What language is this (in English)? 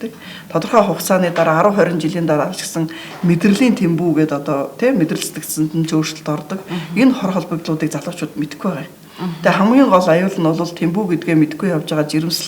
Mongolian